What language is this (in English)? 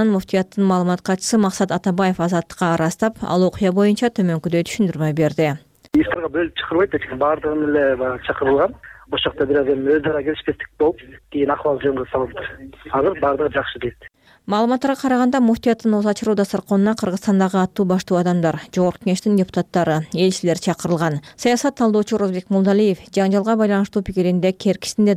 Kyrgyz